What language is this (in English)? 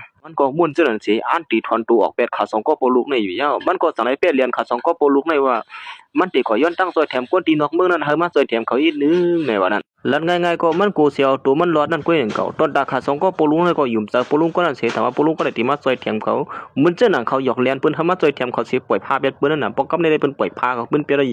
Shan